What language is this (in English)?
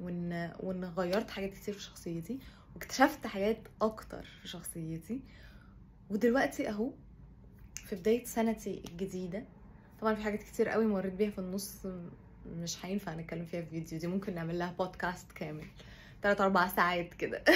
Egyptian Arabic